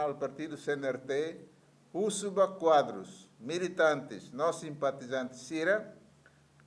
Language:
Tetum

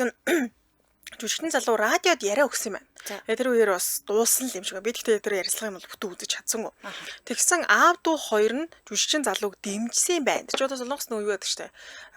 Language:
Mongolian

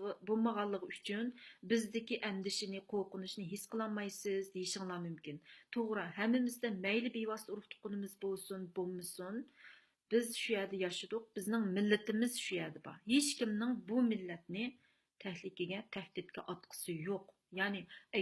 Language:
Uyghur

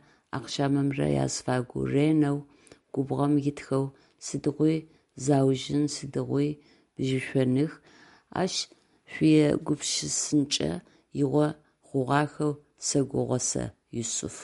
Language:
Adyghe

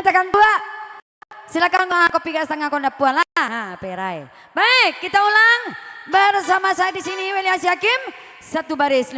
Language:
Minangkabau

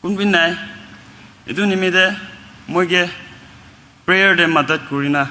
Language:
Naga Pidgin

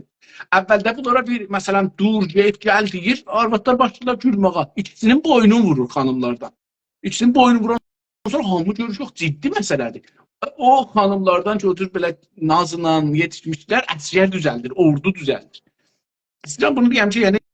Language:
South Azerbaijani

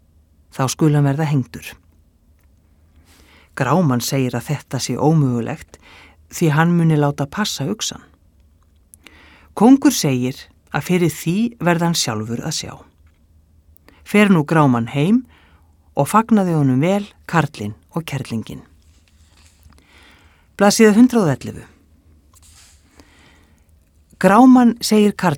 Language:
Icelandic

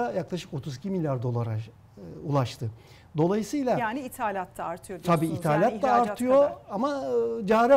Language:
Turkish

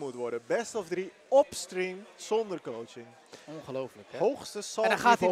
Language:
Dutch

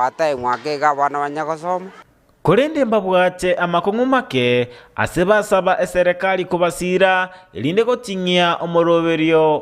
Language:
Gusii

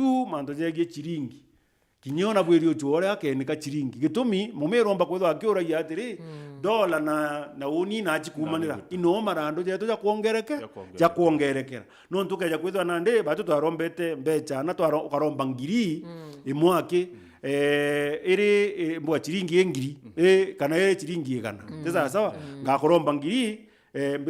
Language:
Meru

